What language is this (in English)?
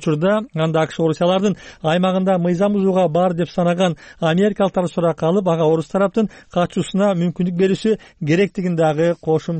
Kyrgyz